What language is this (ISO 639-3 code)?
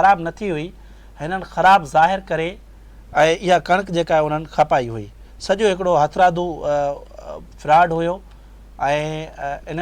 snd